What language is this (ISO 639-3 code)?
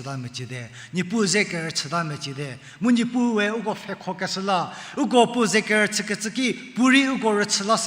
njm